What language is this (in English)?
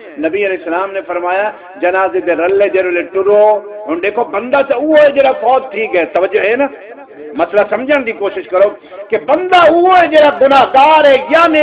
Saraiki